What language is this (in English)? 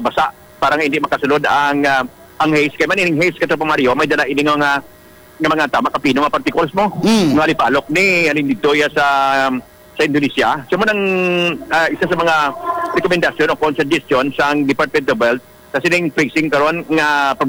Hiligaynon